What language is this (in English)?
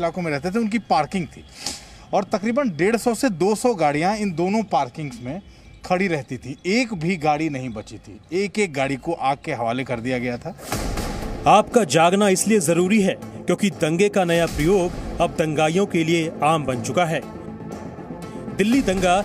Hindi